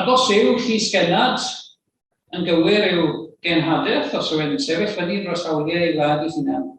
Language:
Welsh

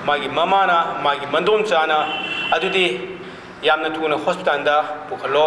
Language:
Manipuri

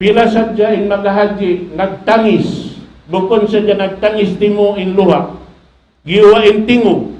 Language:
Tausug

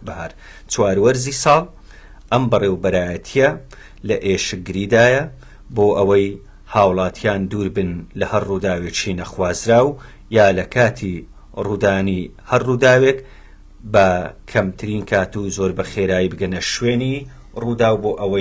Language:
Central Kurdish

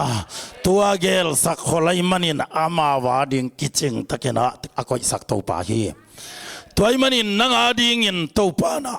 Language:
Tedim Chin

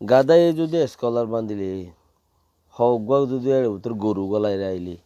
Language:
Rohingya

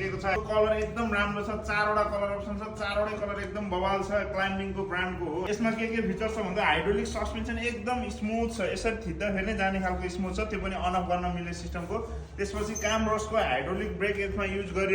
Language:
Nepali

